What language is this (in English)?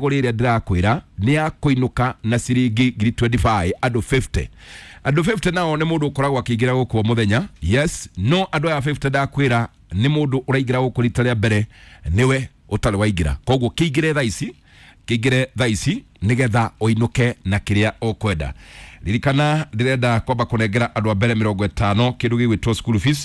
Kikuyu